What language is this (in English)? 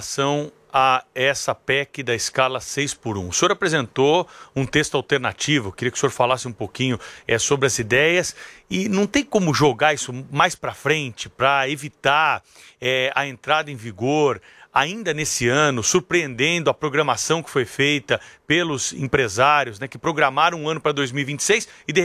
Portuguese